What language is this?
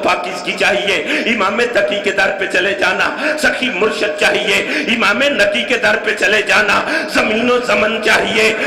Urdu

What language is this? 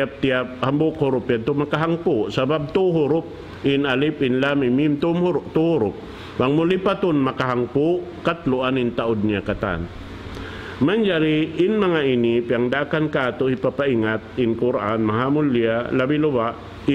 Tausug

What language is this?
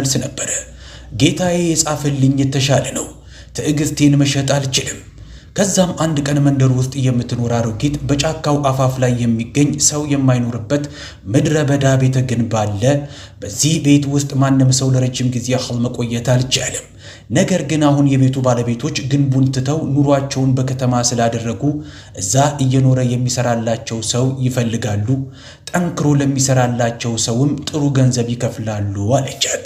Amharic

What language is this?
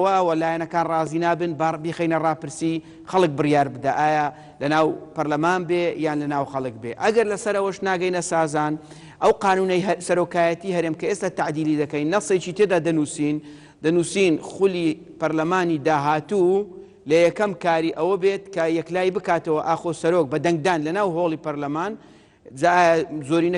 Central Kurdish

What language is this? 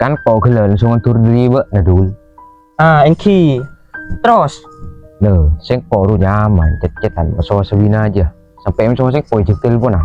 Madurese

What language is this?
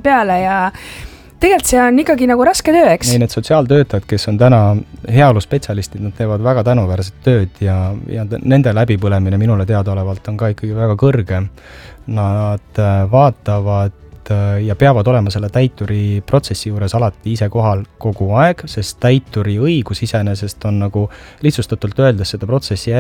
Estonian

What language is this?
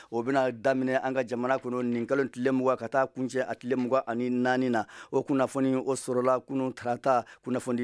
Bambara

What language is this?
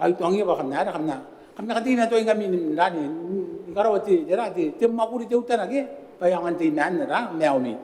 Gilbertese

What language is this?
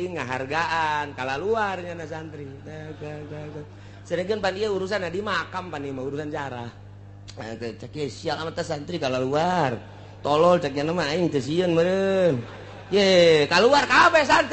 Sundanese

